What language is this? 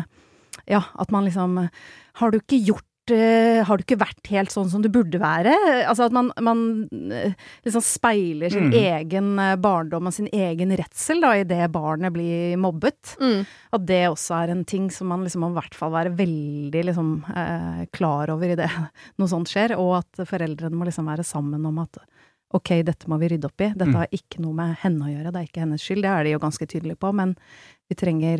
Norwegian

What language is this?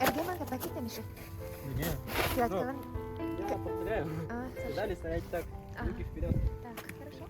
Yakut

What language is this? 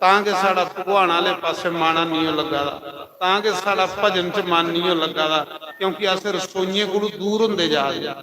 Dogri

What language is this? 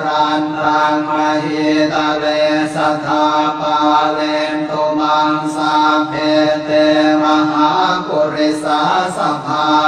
Pali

